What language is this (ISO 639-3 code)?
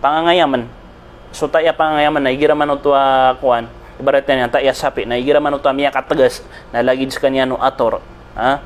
mrw